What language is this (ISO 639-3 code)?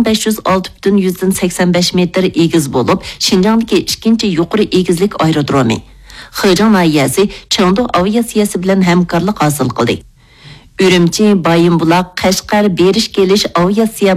uig